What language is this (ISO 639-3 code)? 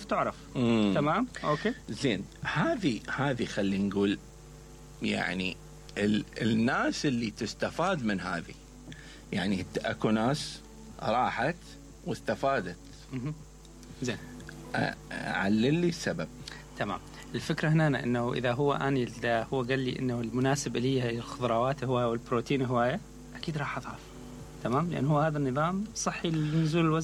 acm